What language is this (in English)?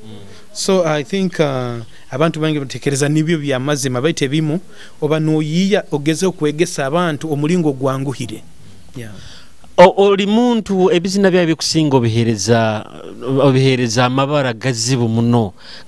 Nyoro